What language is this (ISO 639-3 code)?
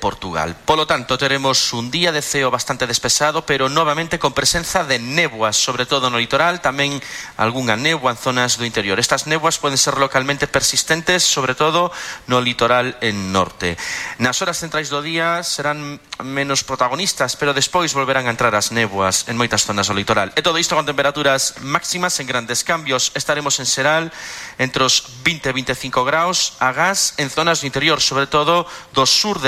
glg